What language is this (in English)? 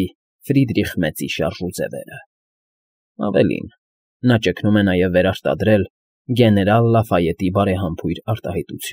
Armenian